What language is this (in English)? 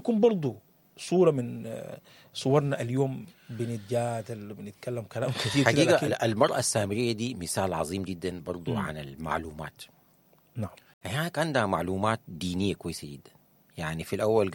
Sudanese Arabic